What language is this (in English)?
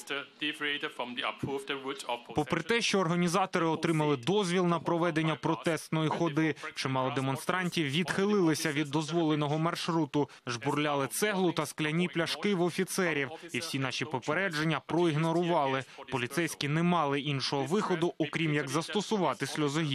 Ukrainian